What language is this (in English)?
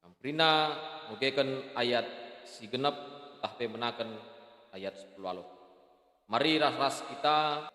Batak Karo